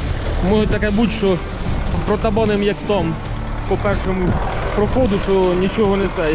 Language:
Ukrainian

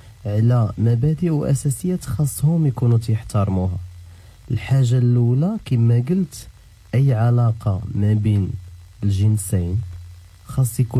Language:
Moroccan Arabic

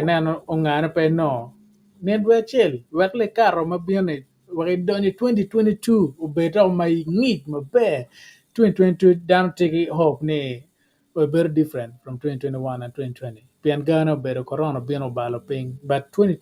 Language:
Acoli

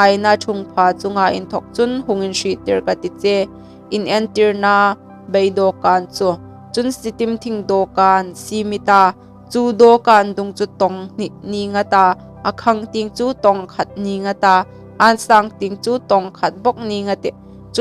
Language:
Hmar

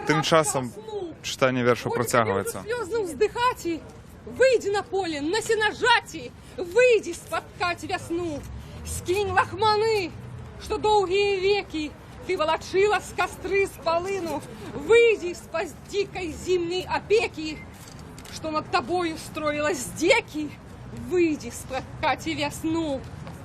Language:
Belarusian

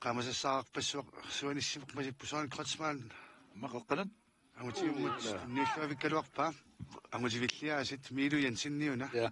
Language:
Kalaallisut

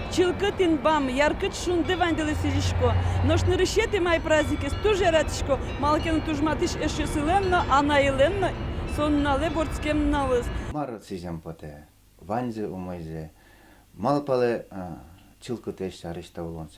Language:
Udmurt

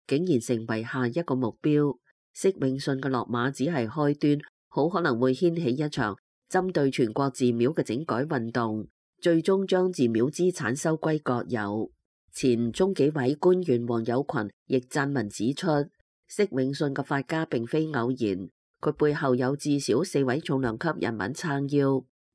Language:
Cantonese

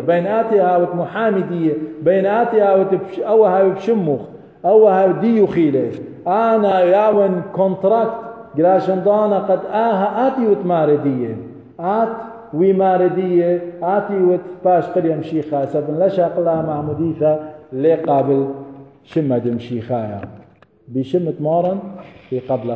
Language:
Assyrian Neo-Aramaic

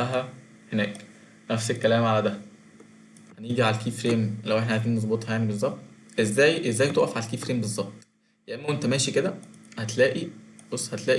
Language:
Egyptian Arabic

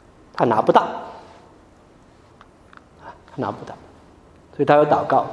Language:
Chinese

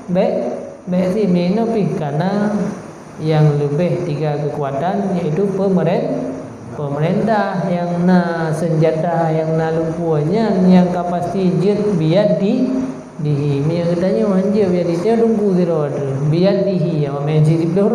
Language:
Achinese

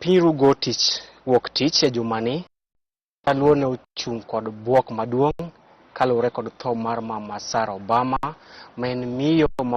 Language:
Luo (Kenya and Tanzania)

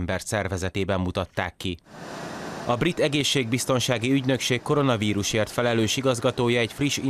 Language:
Hungarian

